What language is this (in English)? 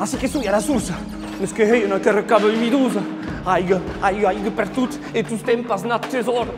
Occitan